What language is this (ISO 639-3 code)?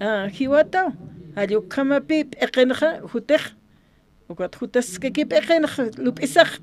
aym